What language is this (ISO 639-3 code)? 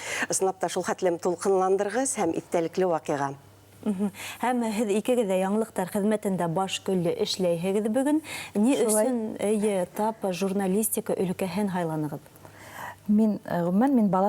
bak